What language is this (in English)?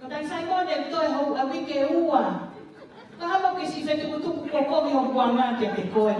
Tongan